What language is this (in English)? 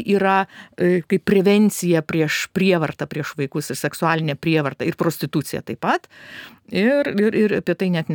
Lithuanian